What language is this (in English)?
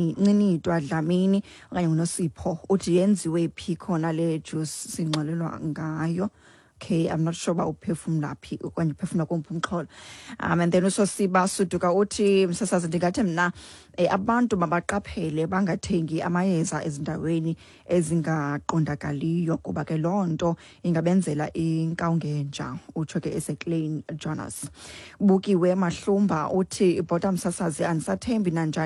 Xhosa